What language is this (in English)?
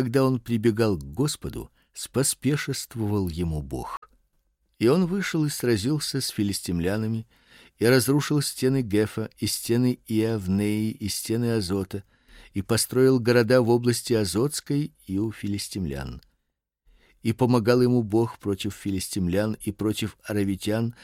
Russian